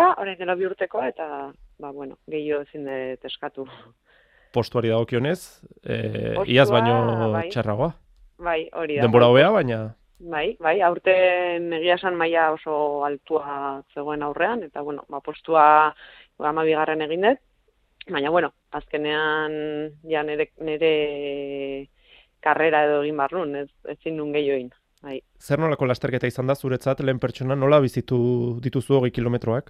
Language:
Basque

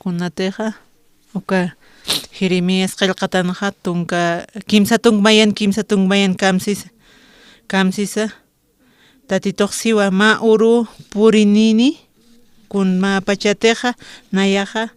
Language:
Aymara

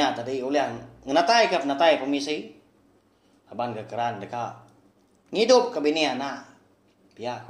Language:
Iban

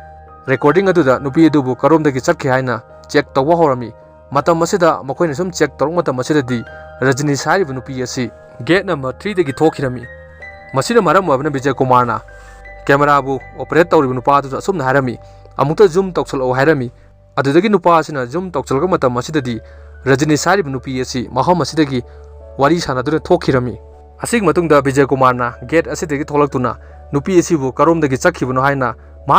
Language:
Manipuri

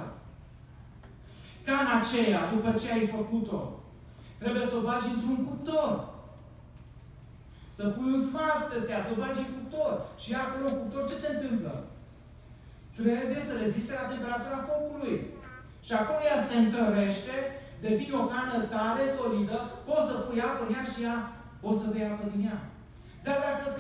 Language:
Romanian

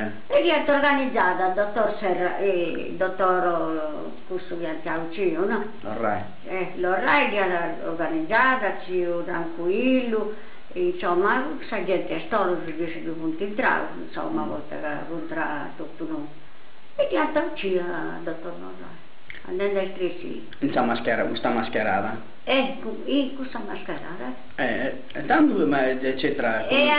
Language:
Sardinian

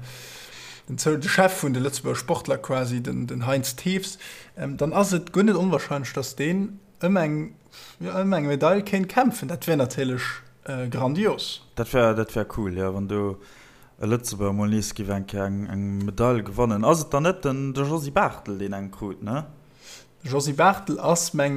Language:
Luxembourgish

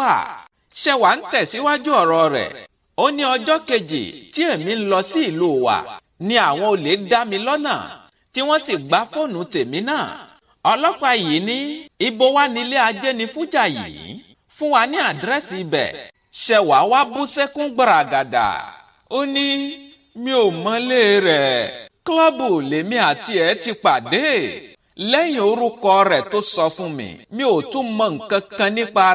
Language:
Yoruba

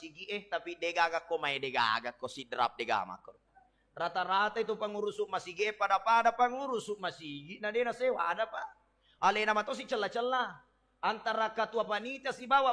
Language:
Buginese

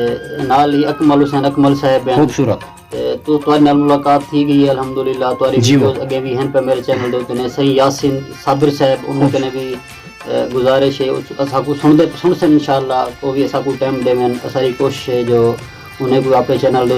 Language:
Saraiki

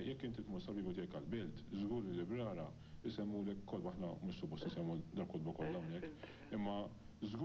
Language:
Maltese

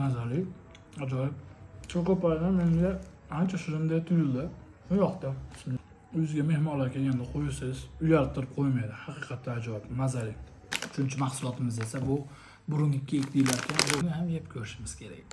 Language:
Uzbek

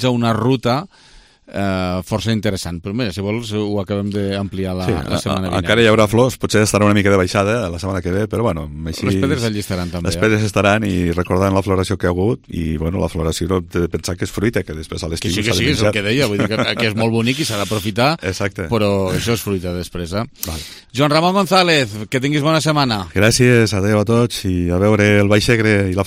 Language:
Catalan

